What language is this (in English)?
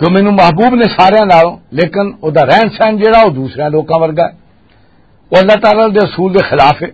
Western Panjabi